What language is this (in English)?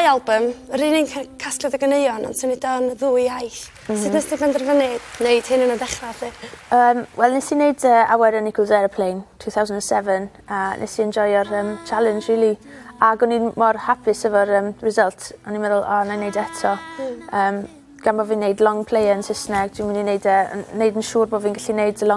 Welsh